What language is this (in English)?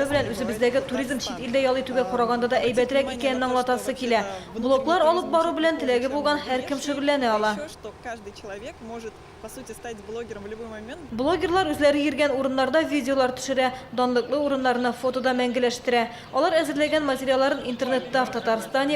Tatar